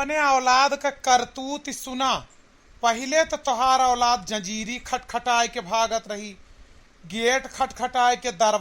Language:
Awadhi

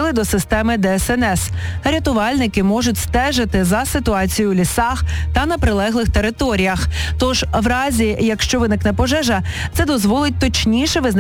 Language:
Ukrainian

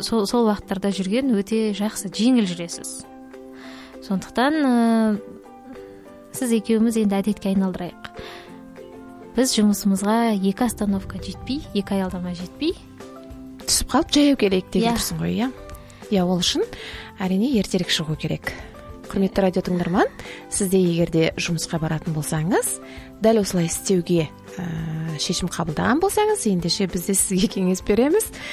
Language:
Kazakh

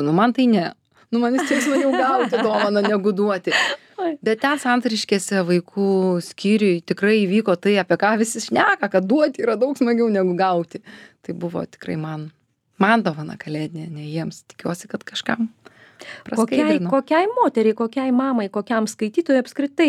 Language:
Lithuanian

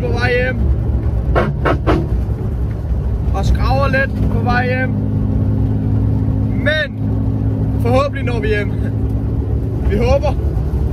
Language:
Danish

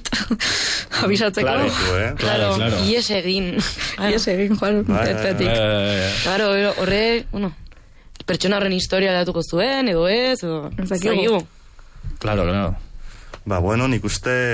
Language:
Basque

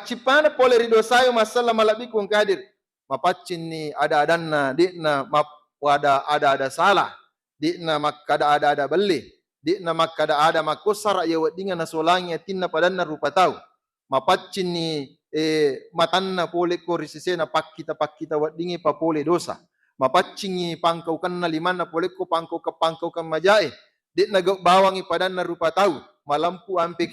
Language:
Buginese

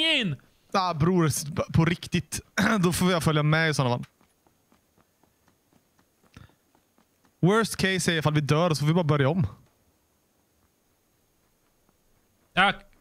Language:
Swedish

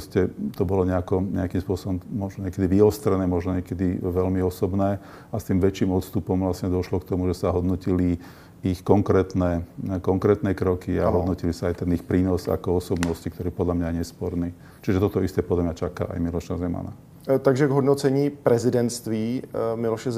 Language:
Slovak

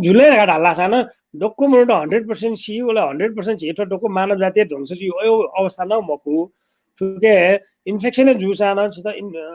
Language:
Newari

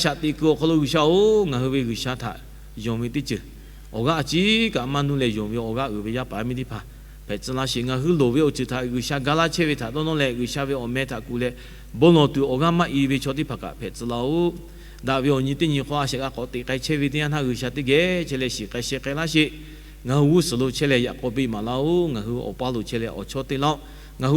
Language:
Lahu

